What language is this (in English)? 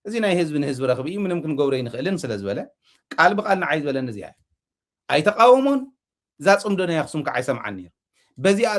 Tigrinya